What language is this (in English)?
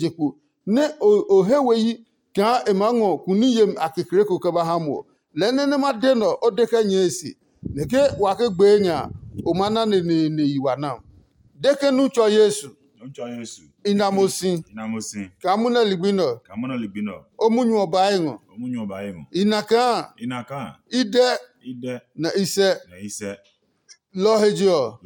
Adangme